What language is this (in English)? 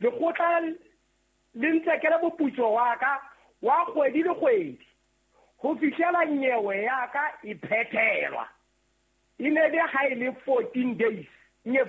Southern Sotho